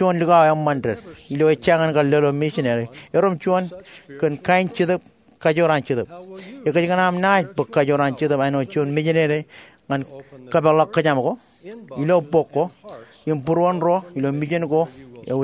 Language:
Marshallese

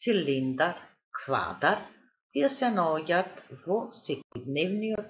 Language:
Macedonian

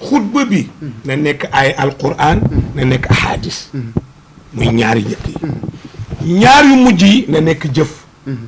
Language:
Wolof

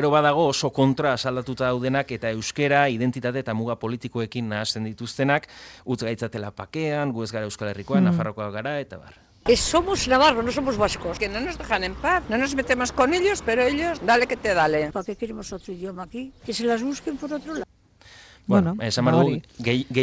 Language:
Basque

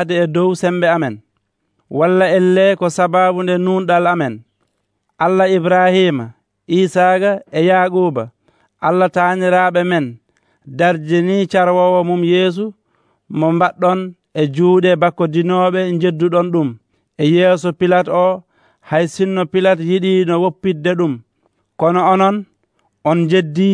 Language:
Nigerian Fulfulde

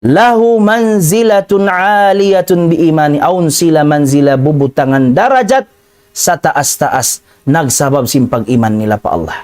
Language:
Tausug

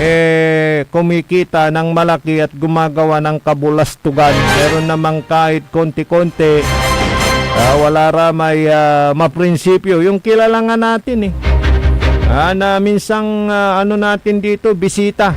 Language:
Pangasinan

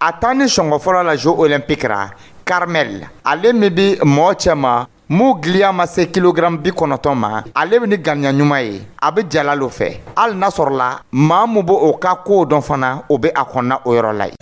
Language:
Dyula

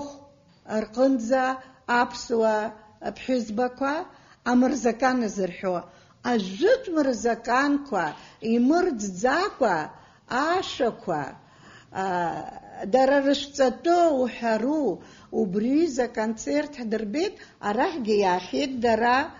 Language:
Abkhazian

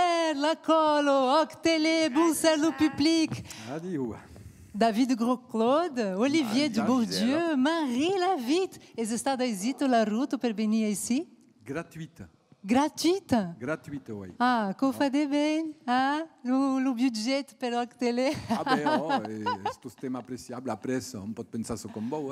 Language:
Occitan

